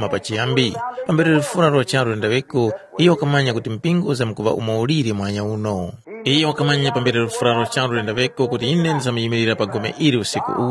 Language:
Tumbuka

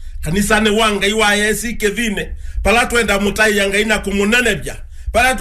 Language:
Kamba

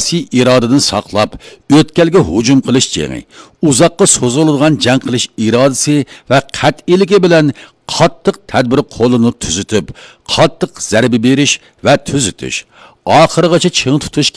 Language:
Uyghur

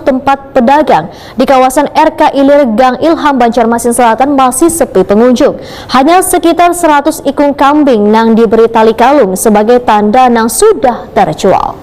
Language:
Banjar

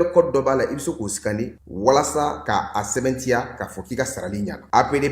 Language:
Bambara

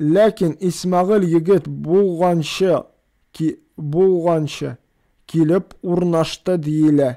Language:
Tatar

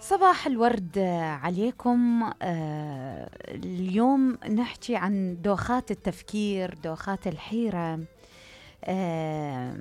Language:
Mesopotamian Arabic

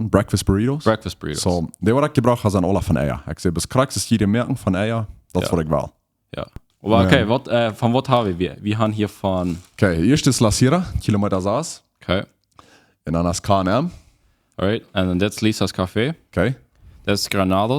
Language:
Plautdietsch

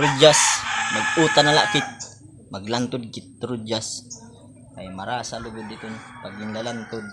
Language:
Waray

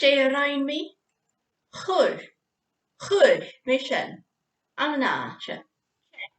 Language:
Scottish Gaelic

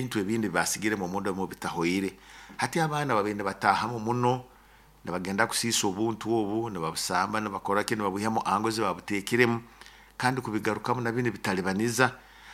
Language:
Nyoro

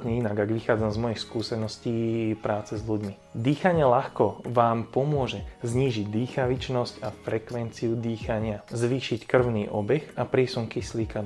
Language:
Slovak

